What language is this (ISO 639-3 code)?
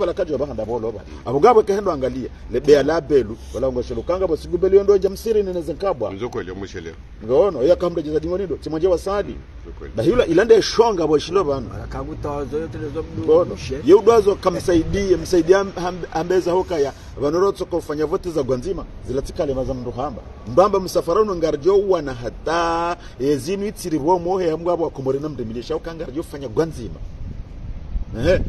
swa